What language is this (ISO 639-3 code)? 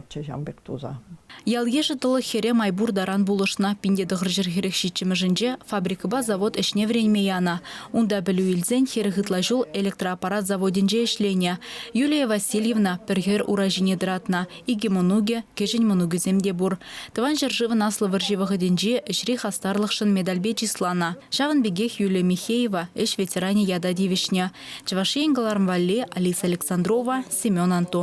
chv